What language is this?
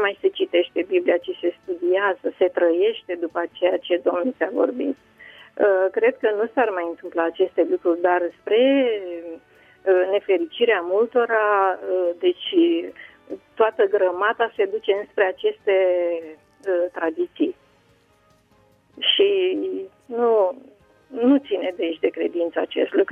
Romanian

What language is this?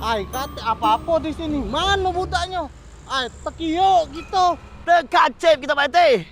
Musi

